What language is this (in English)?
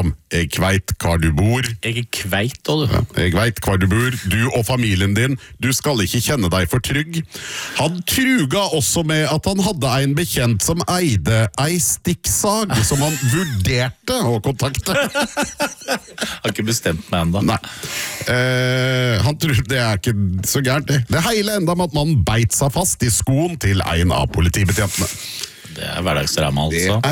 Norwegian